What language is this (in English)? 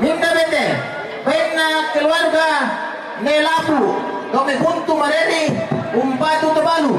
Toraja-Sa'dan